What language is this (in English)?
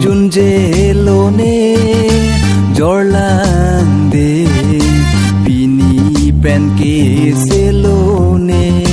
Karbi